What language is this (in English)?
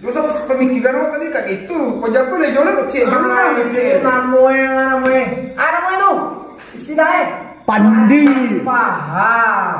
Minangkabau